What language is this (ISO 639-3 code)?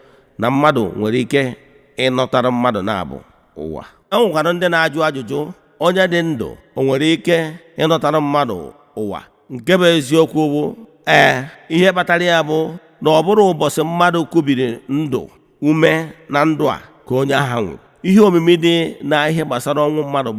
ibo